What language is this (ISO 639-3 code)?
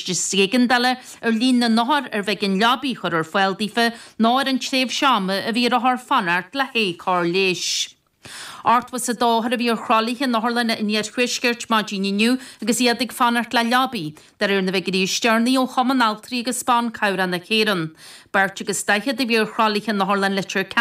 gle